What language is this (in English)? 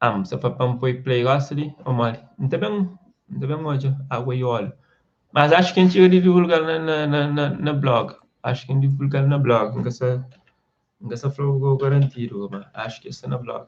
Kabuverdianu